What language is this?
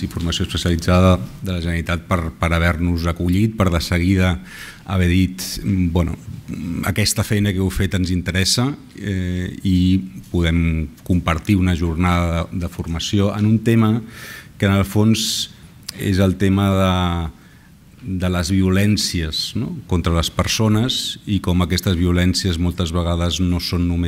Catalan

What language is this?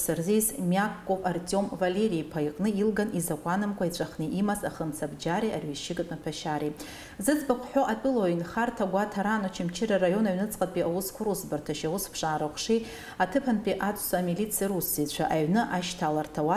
Abkhazian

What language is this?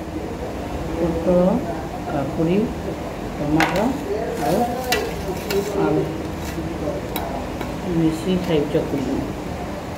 Odia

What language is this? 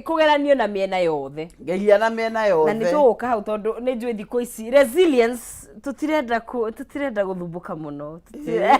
Kikuyu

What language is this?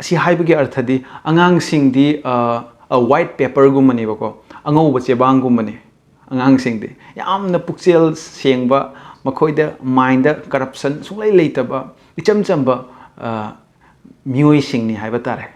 Manipuri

